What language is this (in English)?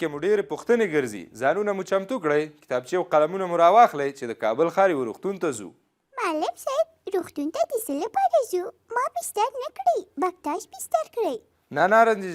Pashto